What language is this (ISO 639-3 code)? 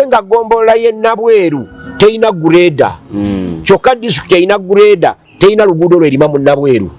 lug